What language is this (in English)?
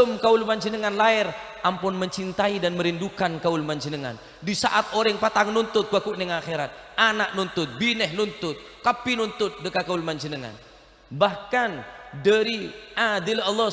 Madurese